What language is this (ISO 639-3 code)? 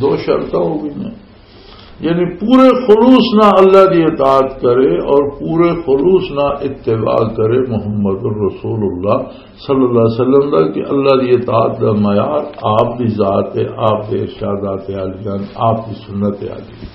lah